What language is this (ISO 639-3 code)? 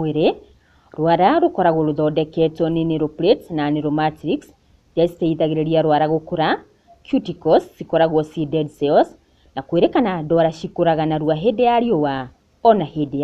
kik